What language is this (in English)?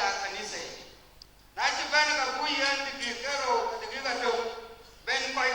Dinka